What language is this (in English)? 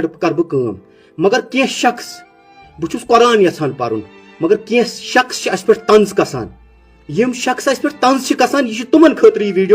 Kashmiri